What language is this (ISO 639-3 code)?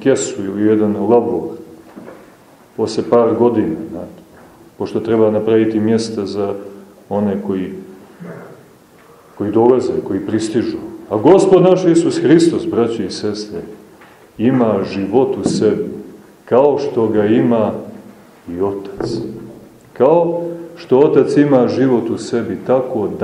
srp